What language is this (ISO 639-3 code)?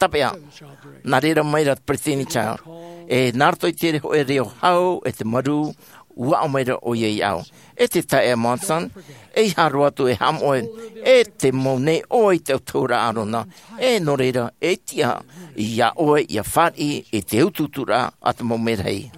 tah